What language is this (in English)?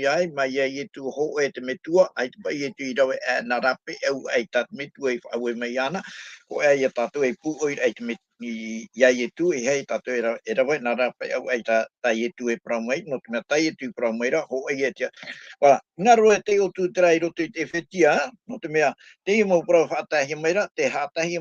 Tahitian